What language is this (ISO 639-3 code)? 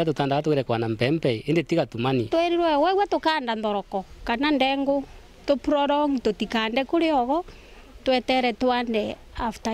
mer